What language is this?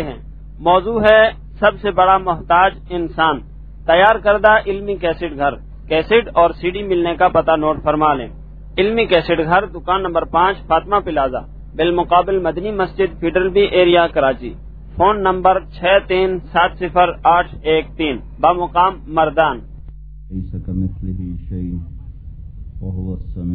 Urdu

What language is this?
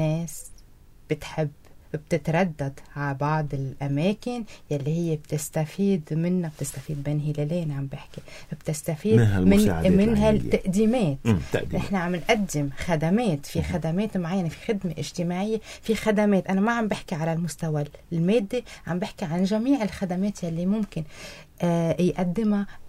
North Levantine Arabic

